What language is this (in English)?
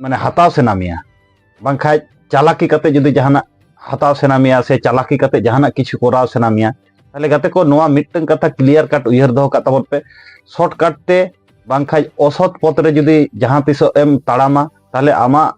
Santali